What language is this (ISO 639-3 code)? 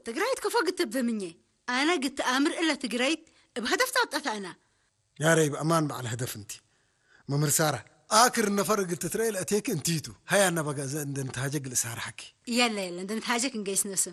tir